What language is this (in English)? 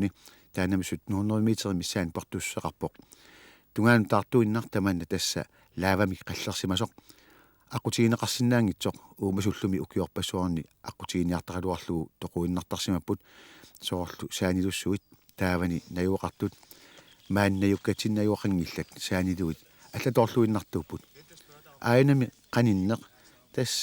Kalaallisut